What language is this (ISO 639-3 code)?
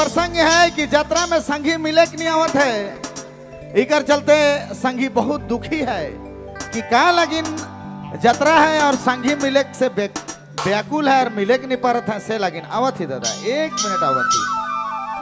sck